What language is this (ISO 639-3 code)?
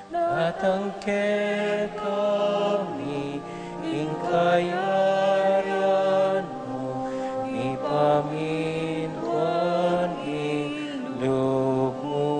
pam